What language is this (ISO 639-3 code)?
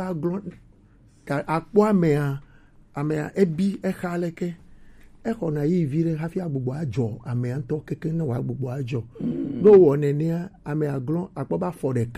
gej